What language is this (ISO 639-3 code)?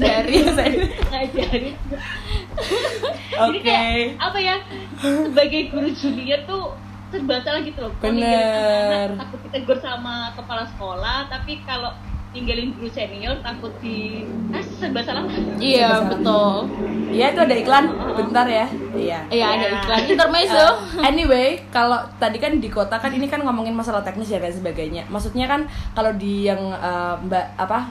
ind